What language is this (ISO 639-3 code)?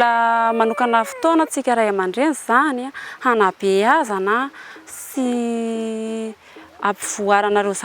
mlg